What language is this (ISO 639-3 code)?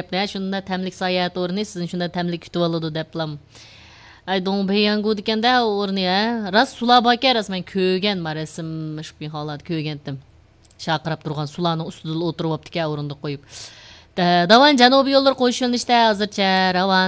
uig